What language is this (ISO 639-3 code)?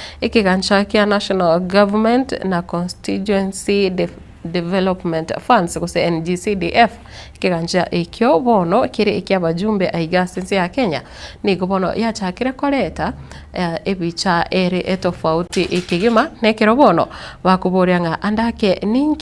guz